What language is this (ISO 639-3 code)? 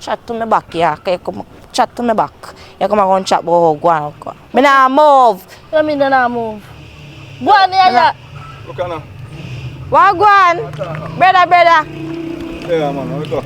jam